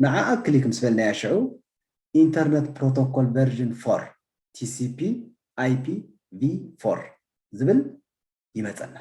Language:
Tigrinya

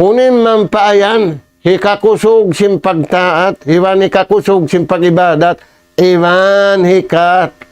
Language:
Tausug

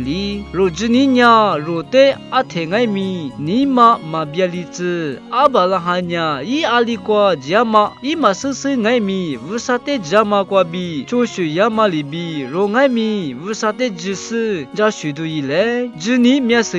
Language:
Lisu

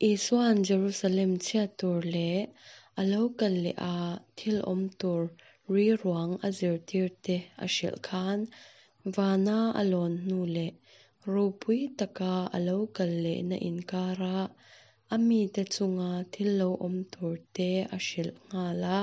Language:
Mizo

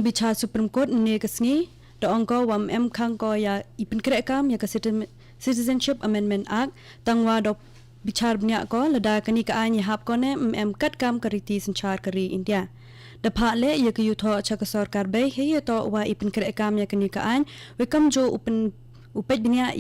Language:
Khasi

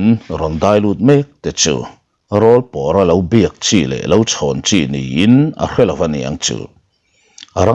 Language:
Mizo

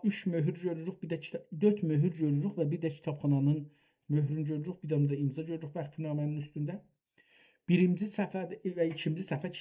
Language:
South Azerbaijani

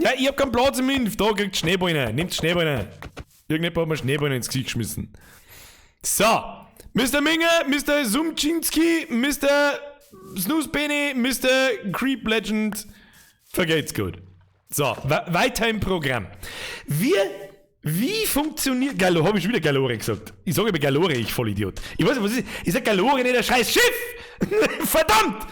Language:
Bavarian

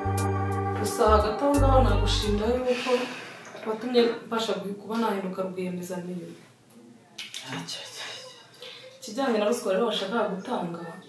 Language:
Kinyarwanda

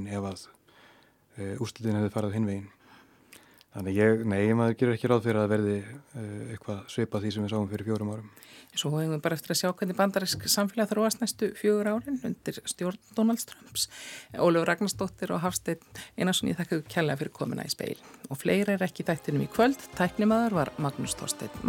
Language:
Icelandic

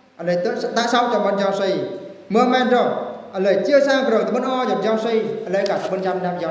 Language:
Eastern Bru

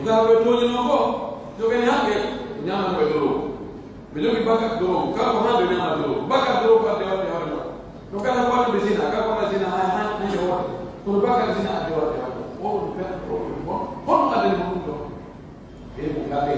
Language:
Pular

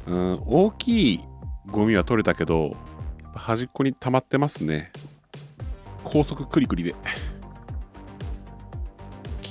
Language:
Japanese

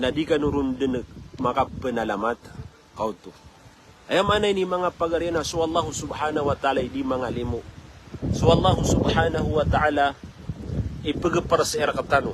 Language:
Maranao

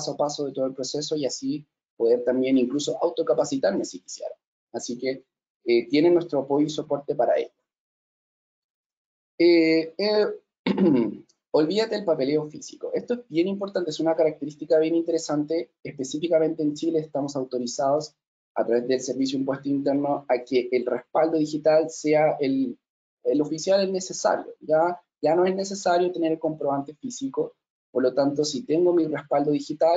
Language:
Spanish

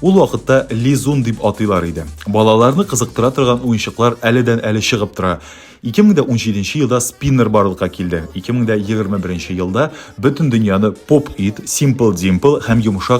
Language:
Tatar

